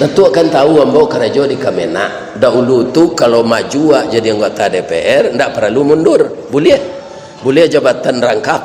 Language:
Minangkabau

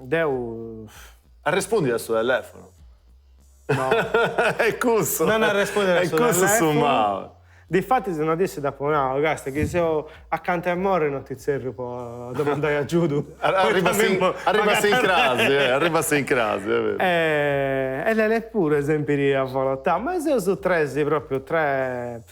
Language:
Sardinian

